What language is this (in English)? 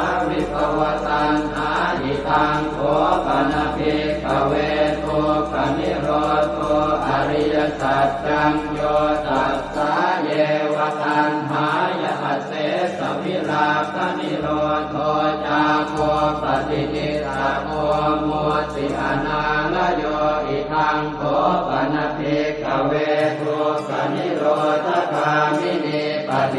Pali